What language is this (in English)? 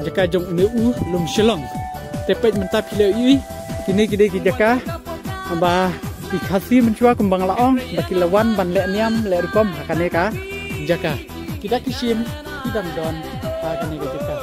Khasi